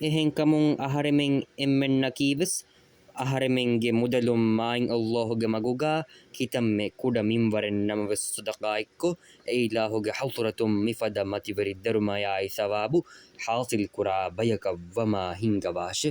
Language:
Divehi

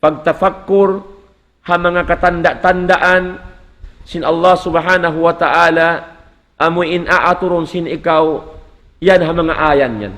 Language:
Tausug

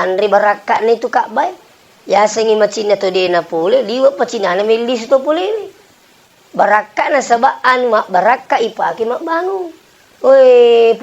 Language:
Buginese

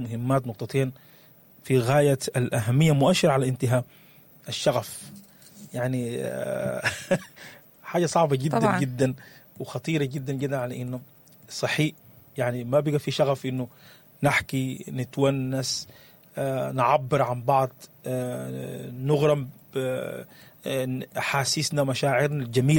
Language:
Sudanese Arabic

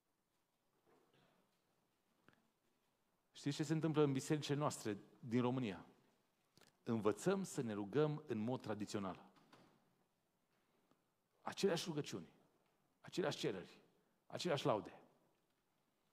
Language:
Romanian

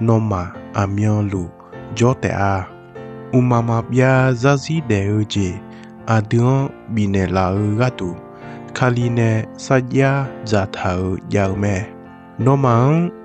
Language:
Akha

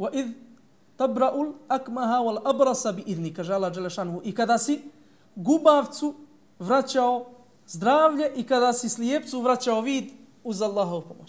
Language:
Bosnian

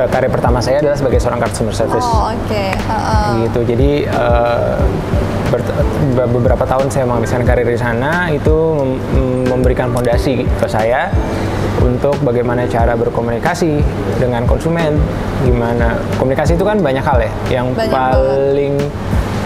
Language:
Indonesian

